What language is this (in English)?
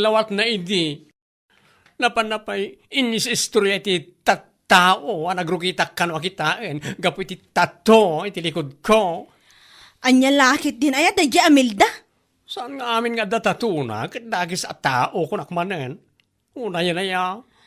Iloko